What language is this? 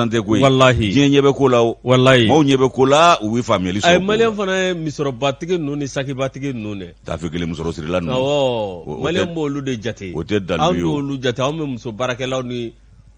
Bambara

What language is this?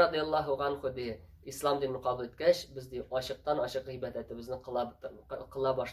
Tatar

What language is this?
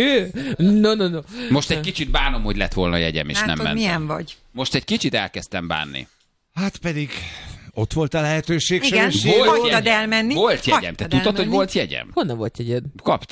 Hungarian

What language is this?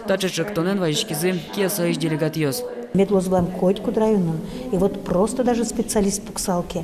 Udmurt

